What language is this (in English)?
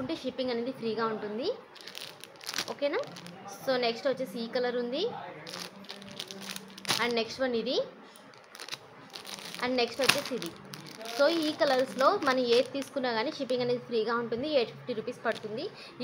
Telugu